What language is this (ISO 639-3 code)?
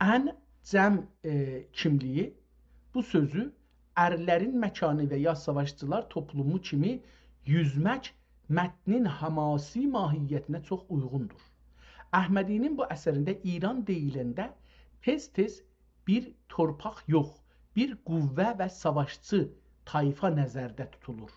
azb